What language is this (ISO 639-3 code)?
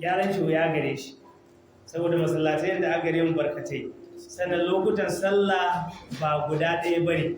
hau